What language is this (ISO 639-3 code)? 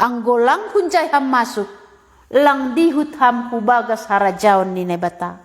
bts